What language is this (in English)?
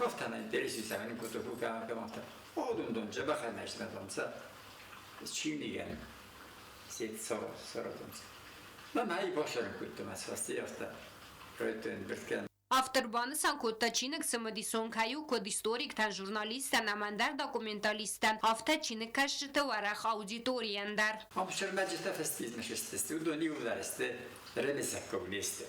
Ossetic